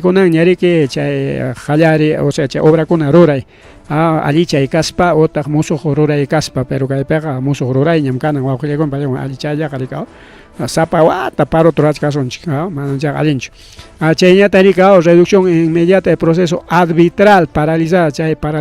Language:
Ayacucho Quechua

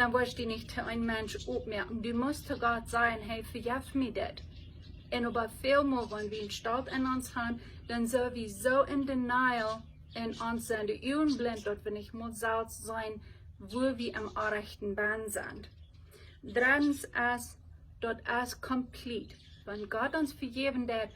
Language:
Plautdietsch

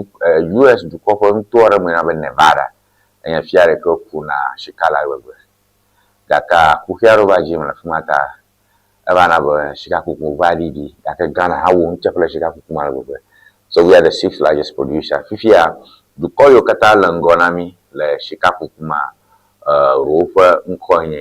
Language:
Ewe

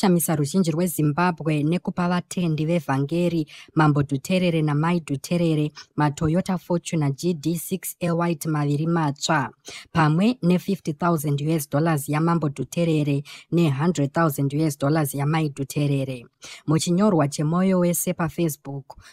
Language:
Shona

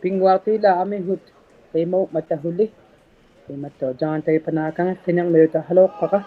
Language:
Inuktitut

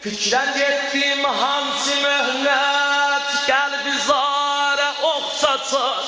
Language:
South Azerbaijani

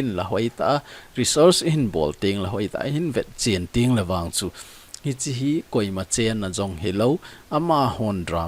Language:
Thado Chin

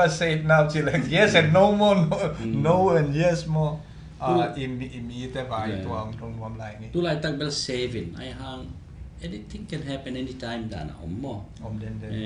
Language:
Tedim Chin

